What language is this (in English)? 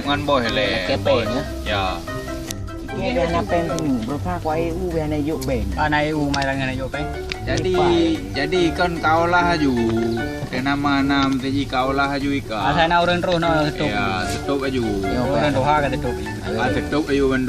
Achinese